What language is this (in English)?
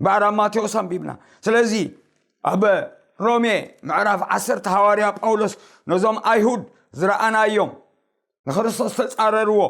Tigrinya